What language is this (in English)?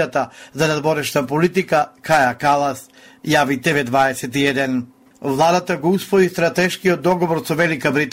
Macedonian